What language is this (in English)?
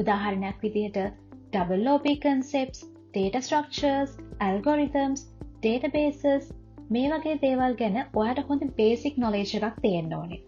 Sinhala